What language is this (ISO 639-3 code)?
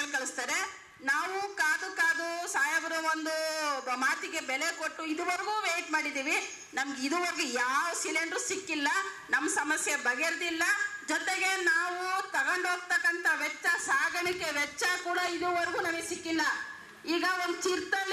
kan